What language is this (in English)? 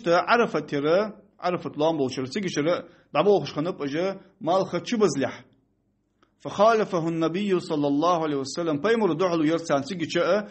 Ingush